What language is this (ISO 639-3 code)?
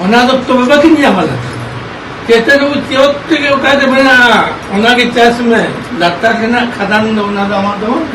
sat